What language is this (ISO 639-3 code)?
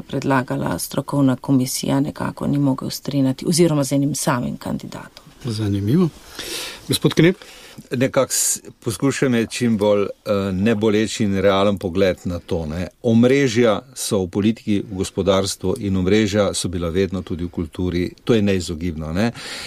slv